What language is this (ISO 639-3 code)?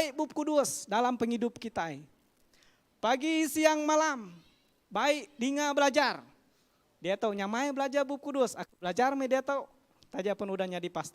iba